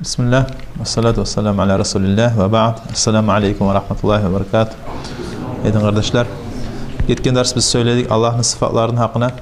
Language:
Kumyk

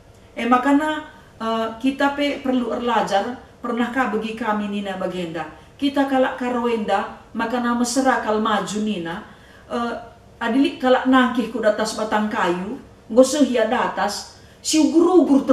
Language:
Batak Karo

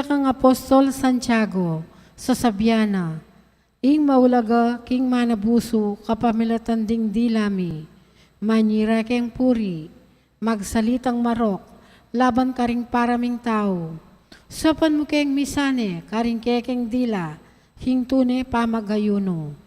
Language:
Pampanga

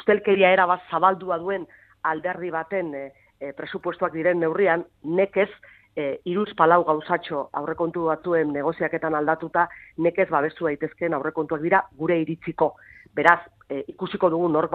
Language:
Basque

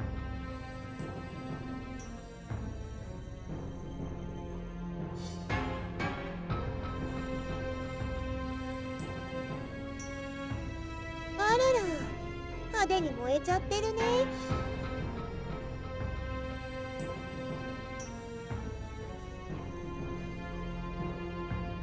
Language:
Japanese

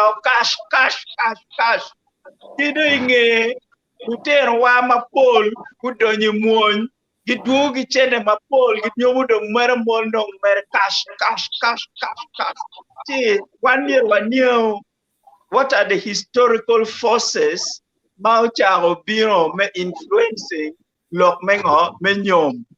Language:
Acoli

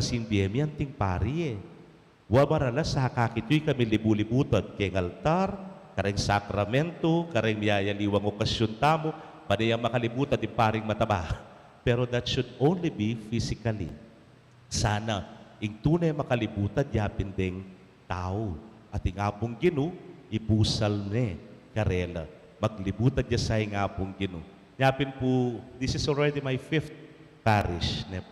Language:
Pampanga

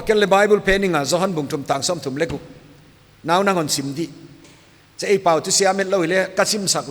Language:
Paite Chin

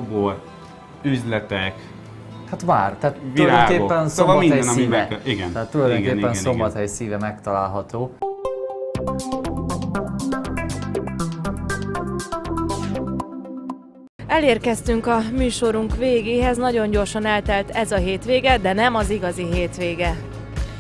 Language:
Hungarian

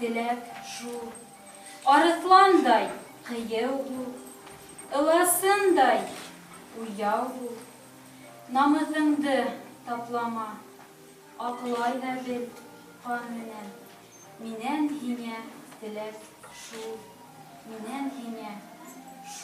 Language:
Bashkir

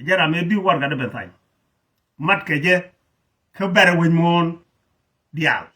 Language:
Nuer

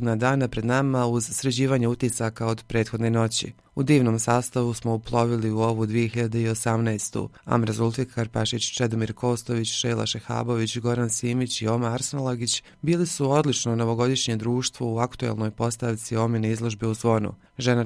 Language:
Croatian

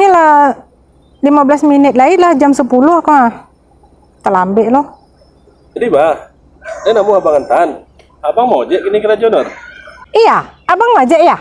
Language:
Minangkabau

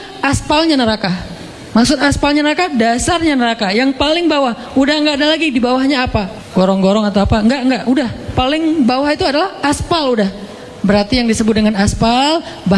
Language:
Indonesian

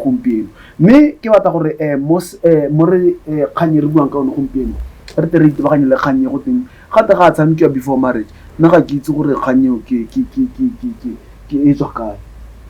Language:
Tswana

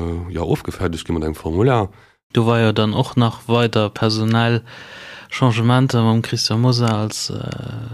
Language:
Luxembourgish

